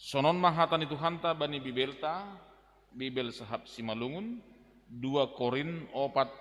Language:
Batak Simalungun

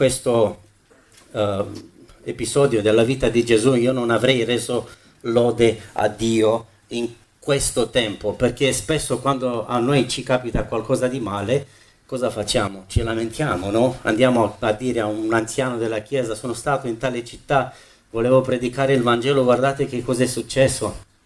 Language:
Italian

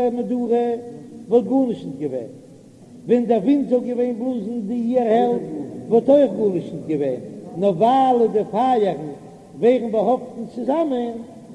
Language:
Yiddish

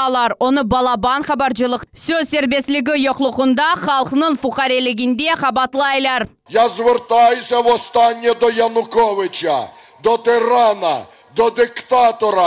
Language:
Crimean Tatar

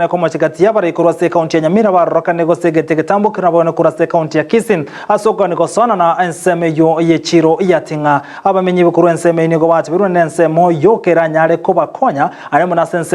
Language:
Gusii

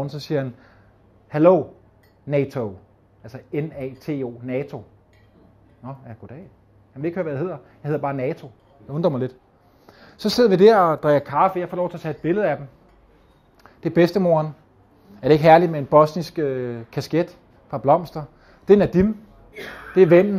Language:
Danish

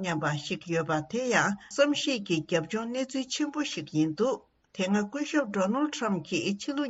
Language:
Tibetan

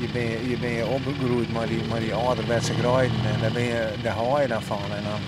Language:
Western Frisian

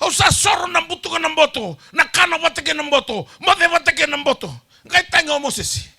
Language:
Fijian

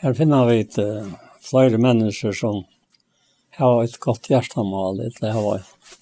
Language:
Faroese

